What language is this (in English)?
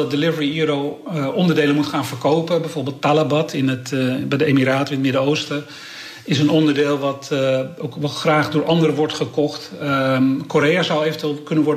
Dutch